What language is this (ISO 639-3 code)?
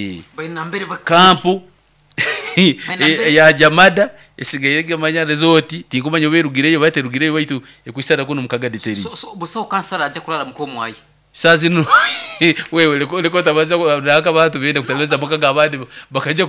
nyo